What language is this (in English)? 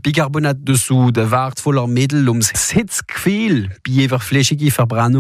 German